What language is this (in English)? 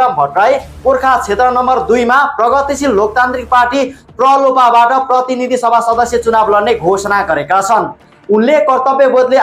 Nepali